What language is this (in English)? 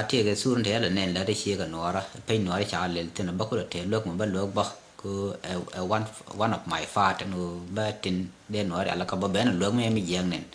Nuer